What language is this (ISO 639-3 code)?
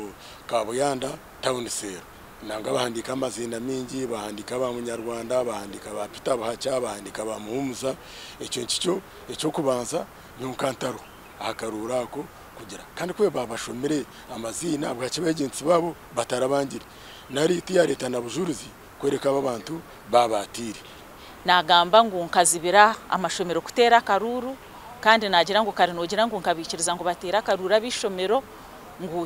nyn